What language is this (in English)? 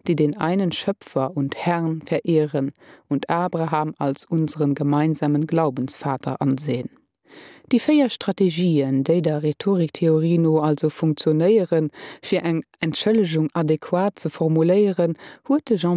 Luxembourgish